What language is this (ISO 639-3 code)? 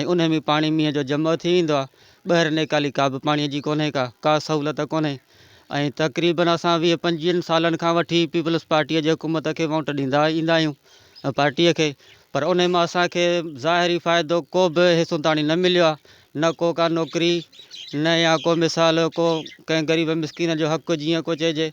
snd